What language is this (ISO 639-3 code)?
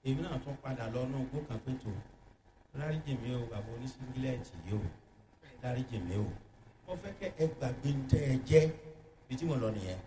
yor